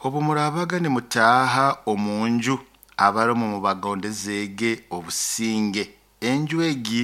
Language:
Nyoro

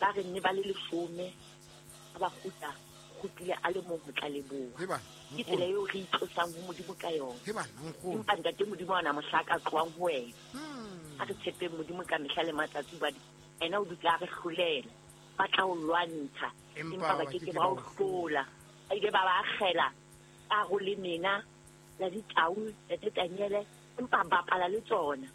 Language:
Southern Sotho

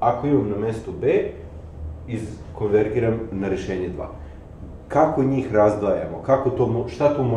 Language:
Serbian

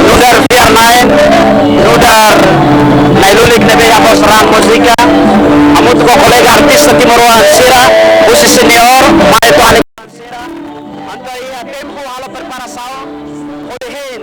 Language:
Tetum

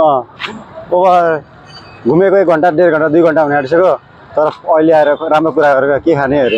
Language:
Nepali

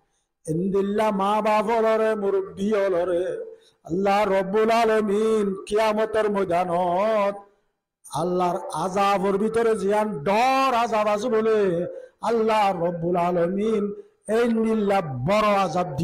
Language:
Rohingya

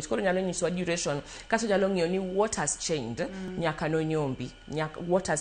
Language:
Luo (Kenya and Tanzania)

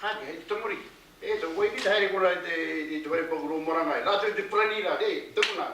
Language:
Māori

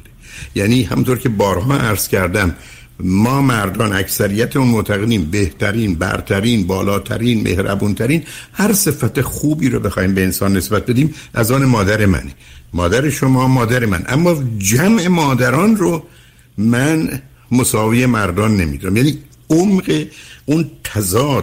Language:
Persian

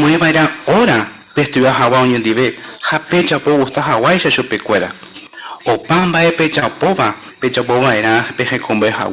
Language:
Guarani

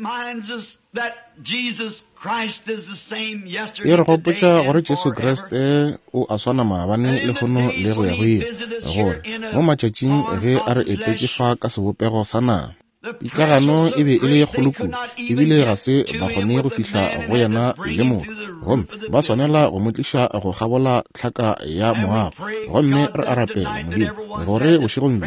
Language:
Northern Sotho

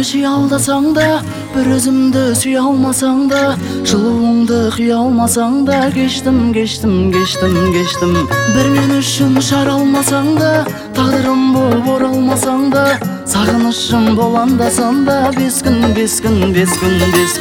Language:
Kazakh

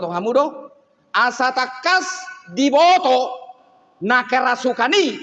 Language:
Batak Toba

